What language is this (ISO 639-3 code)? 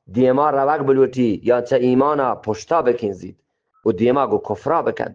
bgp